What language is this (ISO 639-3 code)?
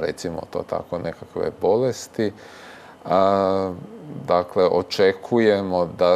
hrv